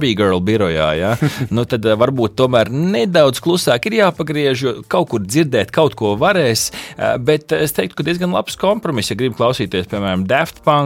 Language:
Latvian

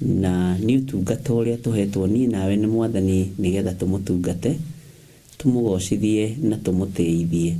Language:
Kikuyu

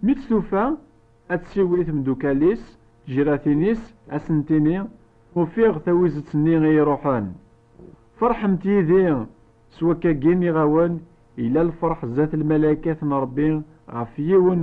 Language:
Kabyle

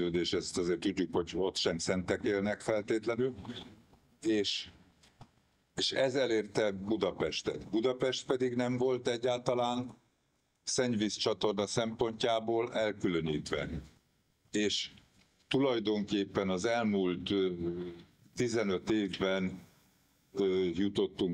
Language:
Hungarian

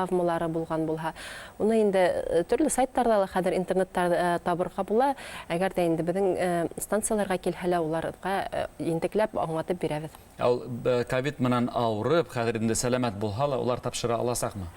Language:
Bashkir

